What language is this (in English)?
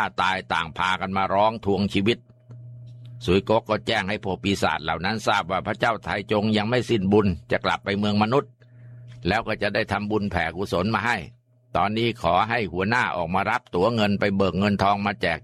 Thai